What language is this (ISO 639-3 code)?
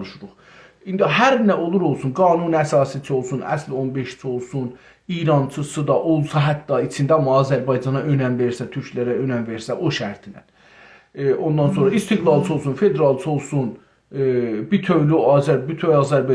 azb